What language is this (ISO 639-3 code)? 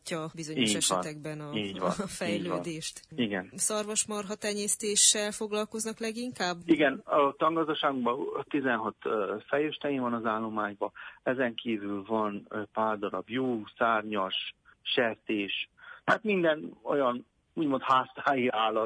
hun